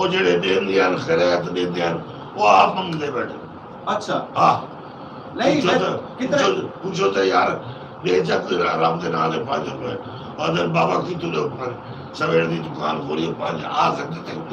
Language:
Saraiki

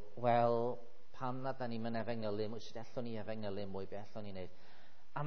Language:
Welsh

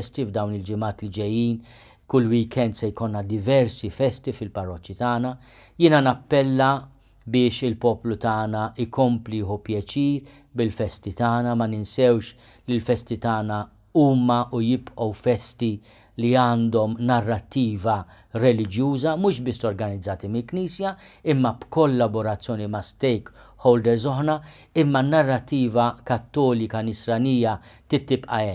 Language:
Maltese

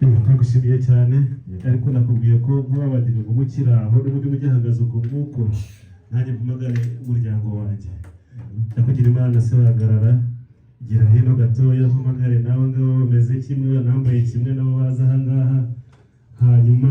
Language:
Kinyarwanda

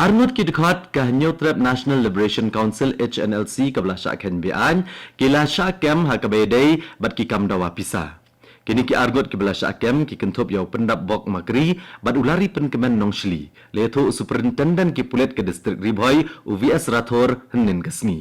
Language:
Khasi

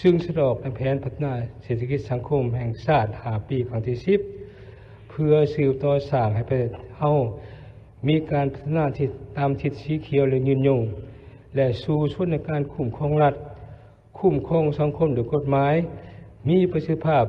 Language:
Lao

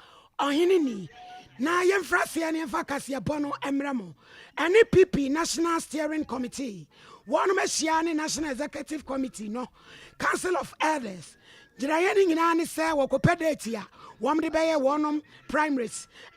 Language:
Akan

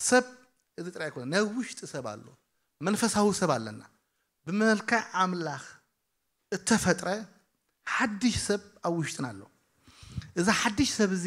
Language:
Tigrinya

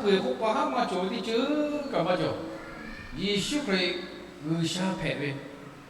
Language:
Lahu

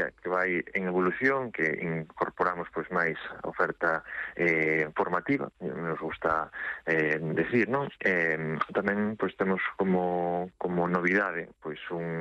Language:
Galician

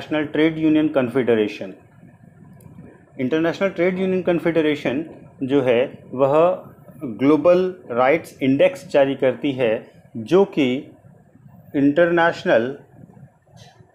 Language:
Hindi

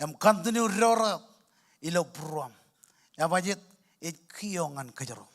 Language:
Marshallese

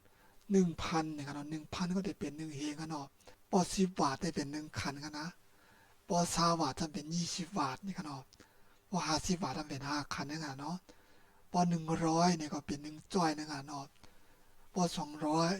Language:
Shan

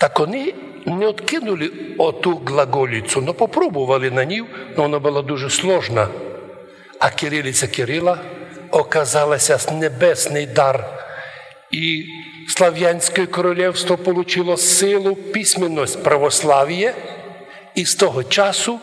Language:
Rusyn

